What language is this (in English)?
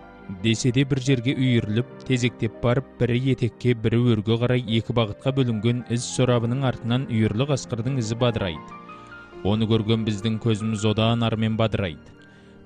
Kazakh